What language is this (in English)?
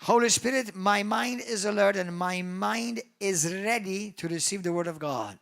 English